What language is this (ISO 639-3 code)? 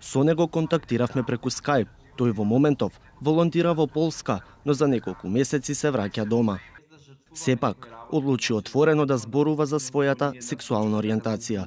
mkd